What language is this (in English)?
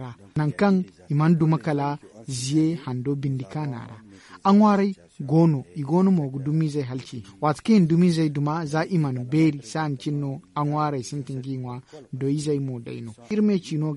Zarma